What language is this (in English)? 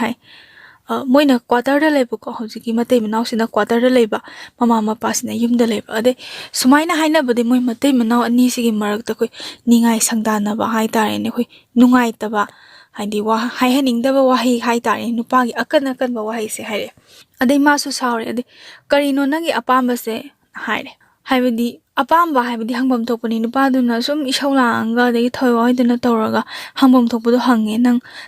Manipuri